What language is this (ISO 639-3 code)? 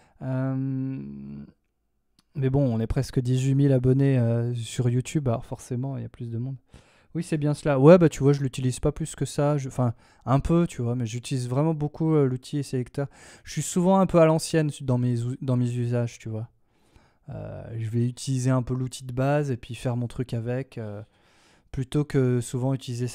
fra